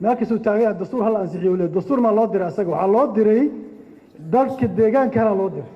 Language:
Somali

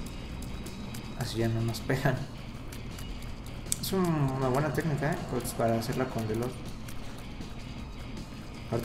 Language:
Spanish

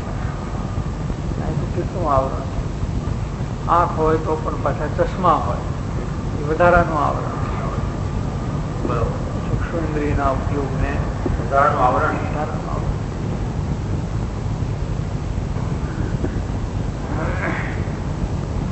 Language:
Gujarati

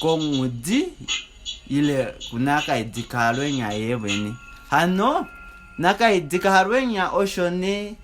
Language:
Kuanyama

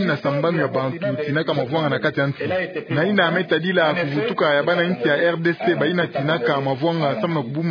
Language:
Kituba (Democratic Republic of Congo)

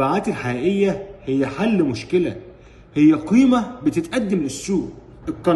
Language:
Egyptian Arabic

